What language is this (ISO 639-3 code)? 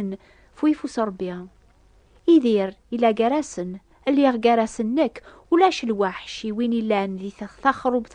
kab